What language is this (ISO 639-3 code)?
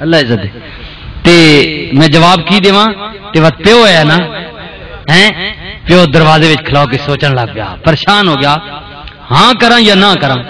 lah